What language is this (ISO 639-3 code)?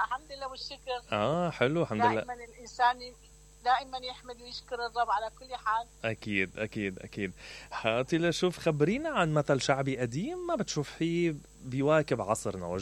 acm